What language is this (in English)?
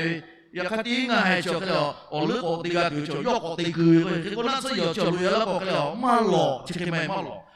Lahu